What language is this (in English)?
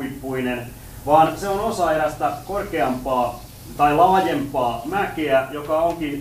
Finnish